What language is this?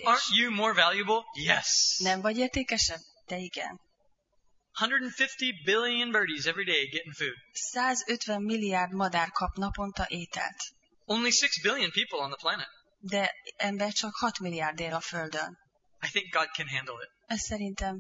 Hungarian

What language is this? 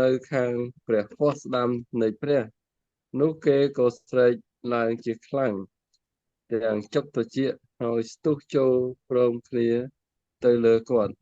Khmer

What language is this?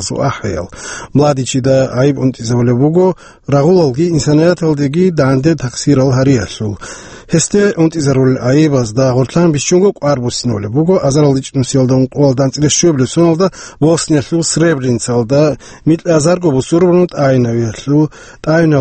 Avaric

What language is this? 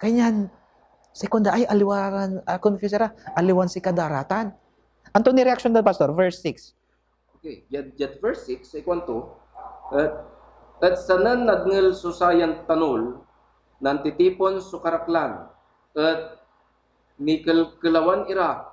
Pangasinan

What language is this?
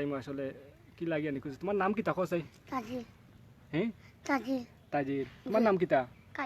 Sylheti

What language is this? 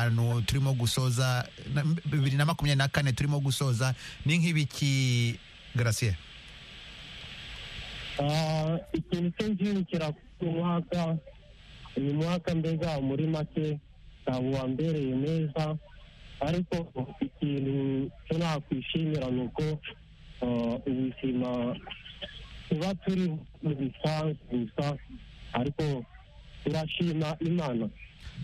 Kinyarwanda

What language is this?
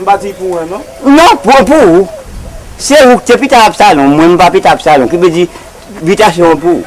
Haitian Creole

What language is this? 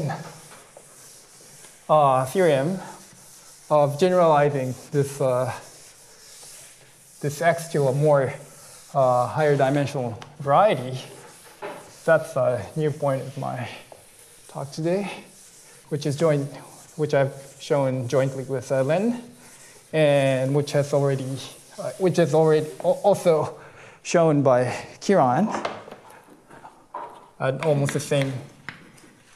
English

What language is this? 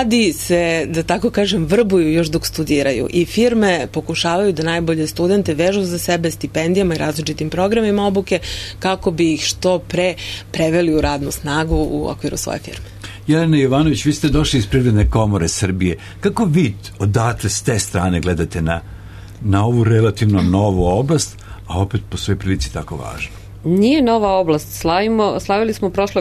Serbian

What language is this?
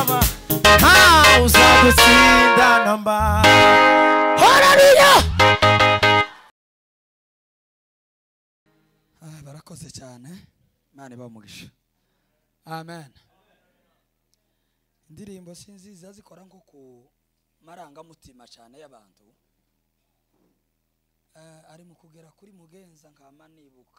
Kinyarwanda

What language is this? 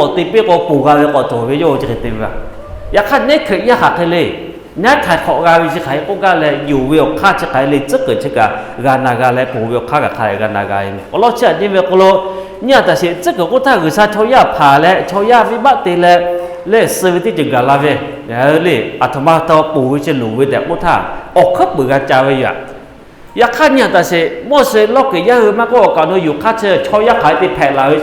Lahu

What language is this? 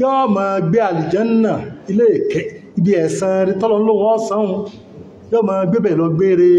Yoruba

